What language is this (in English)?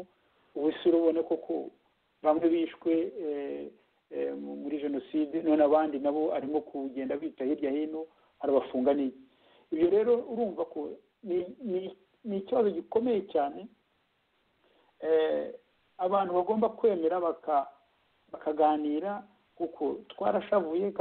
Kinyarwanda